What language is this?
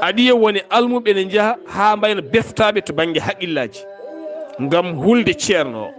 Fula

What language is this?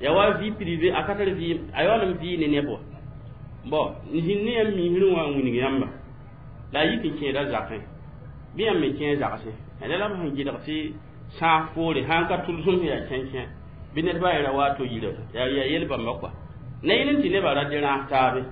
Mossi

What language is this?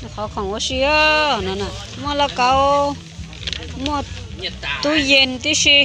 Hmong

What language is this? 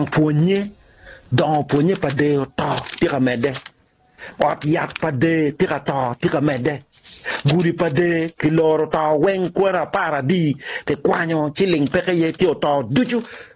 Acoli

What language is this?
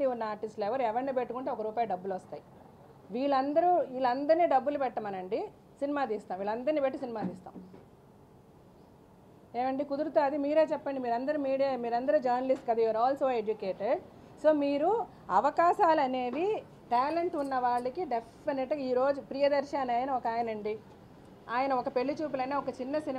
Telugu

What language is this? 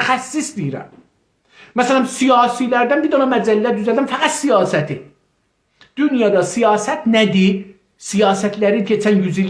South Azerbaijani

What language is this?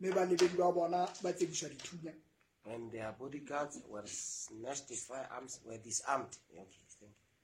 Southern Sotho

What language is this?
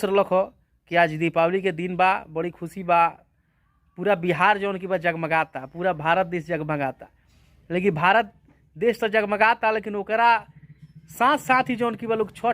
Bhojpuri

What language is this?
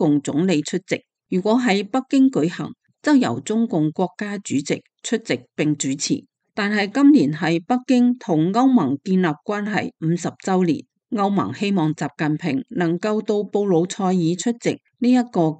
Cantonese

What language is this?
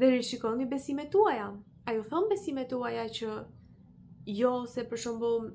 Albanian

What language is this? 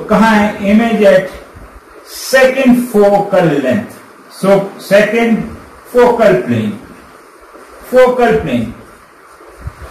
Hindi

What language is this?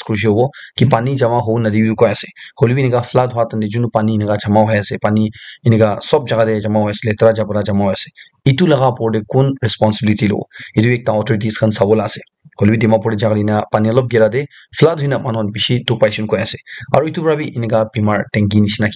Naga Pidgin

